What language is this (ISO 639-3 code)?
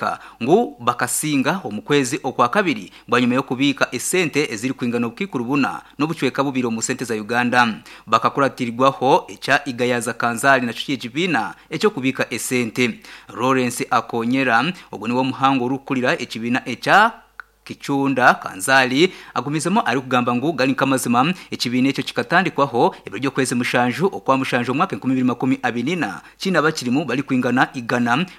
nyn